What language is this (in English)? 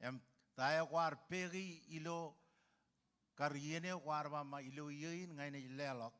Marshallese